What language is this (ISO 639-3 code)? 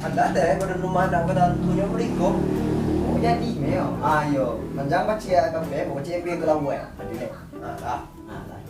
min